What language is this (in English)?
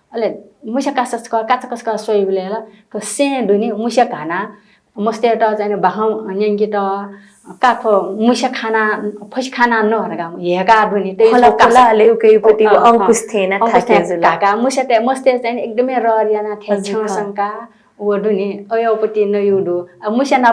Newari